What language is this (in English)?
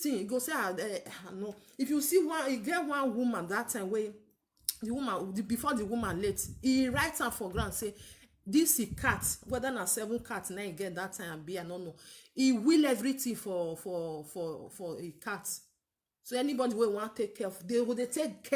Nigerian Pidgin